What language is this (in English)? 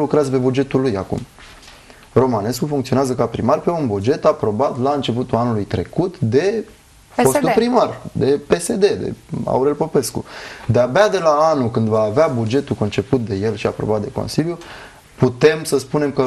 Romanian